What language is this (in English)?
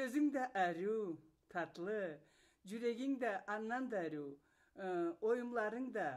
Karachay-Balkar